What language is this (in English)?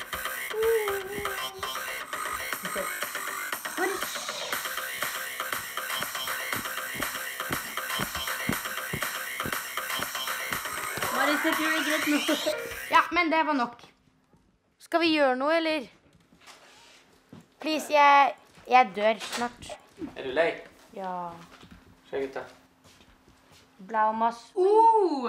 Norwegian